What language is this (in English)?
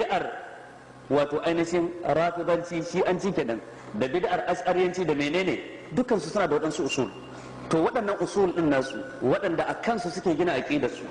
Hausa